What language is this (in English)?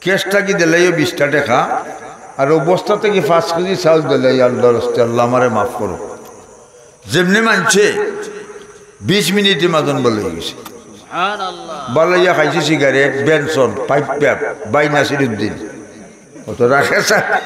Sylheti